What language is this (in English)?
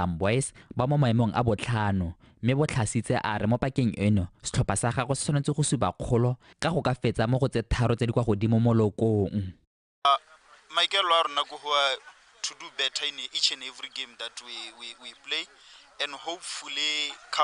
Tswana